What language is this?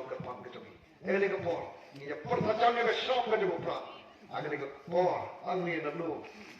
Khasi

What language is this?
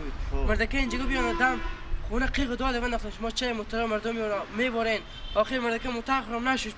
Persian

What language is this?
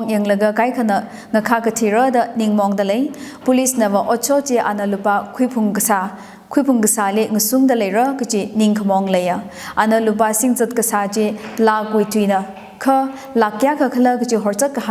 Tangkhul Naga (India)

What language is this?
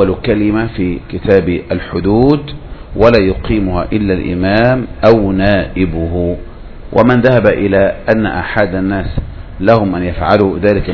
Arabic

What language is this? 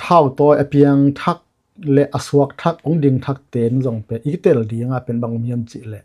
Tedim Chin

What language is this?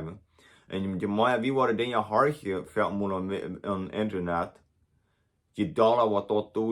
Plautdietsch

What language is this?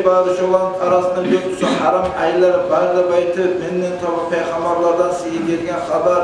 Kumyk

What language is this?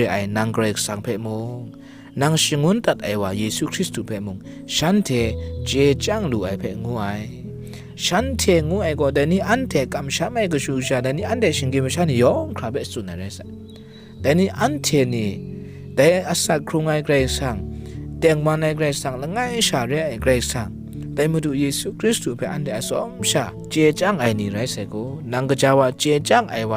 Kachin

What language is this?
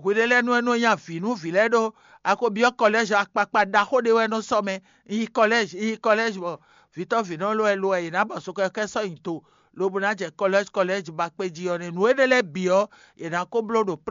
Fon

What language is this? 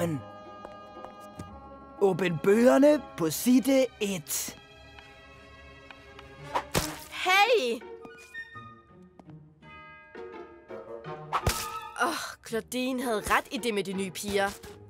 Danish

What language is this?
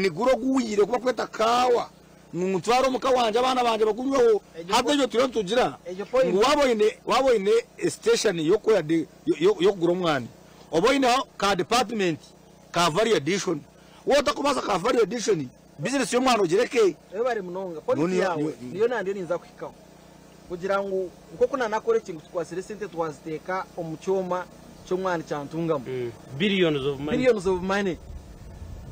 Nyankole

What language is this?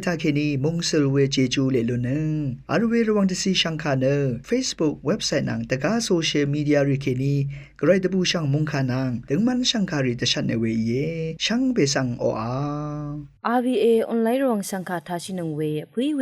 Rawang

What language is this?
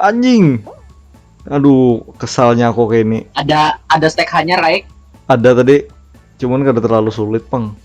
Banjar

